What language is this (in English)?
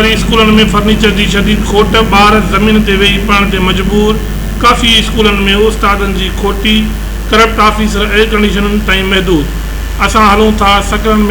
Sindhi